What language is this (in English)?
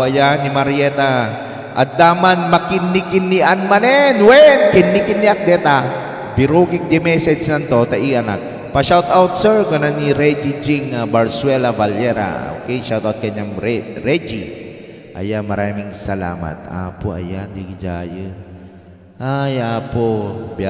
Iloko